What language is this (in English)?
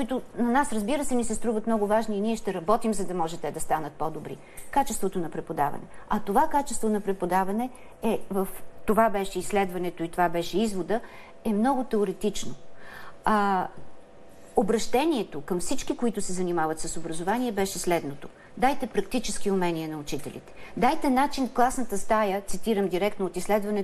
Bulgarian